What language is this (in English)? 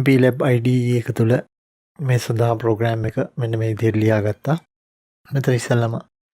Sinhala